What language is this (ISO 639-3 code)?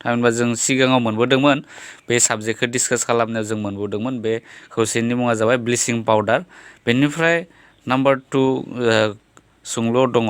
brx